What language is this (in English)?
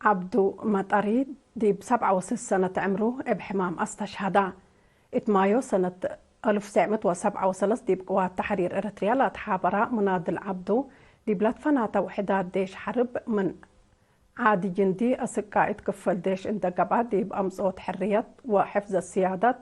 Tigre